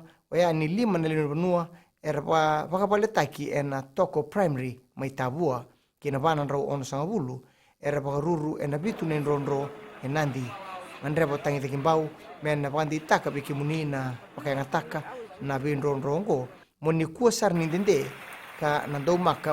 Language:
Fijian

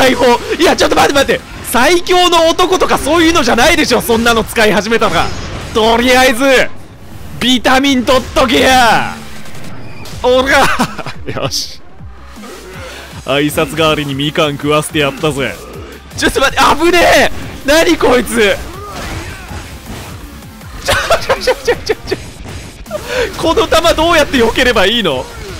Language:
Japanese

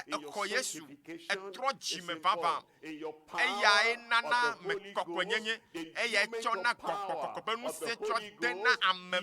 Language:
Ewe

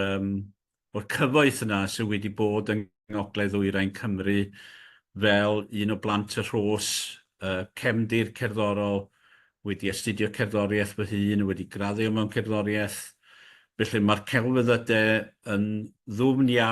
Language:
Welsh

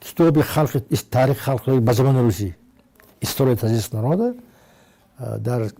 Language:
Tajik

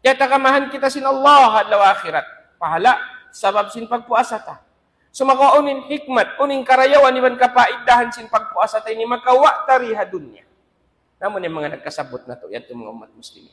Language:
Tausug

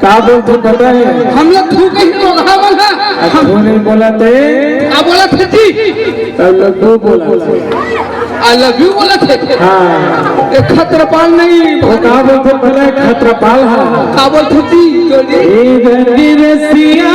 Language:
Chhattisgarhi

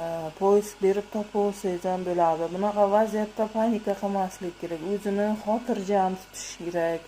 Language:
Uzbek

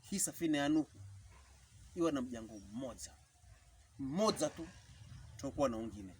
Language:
Pokomo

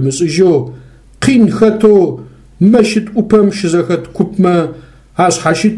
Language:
Adyghe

